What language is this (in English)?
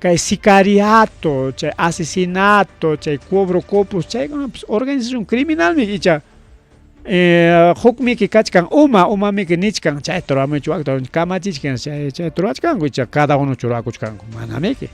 Ayacucho Quechua